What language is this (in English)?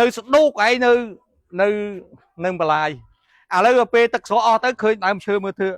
Khmer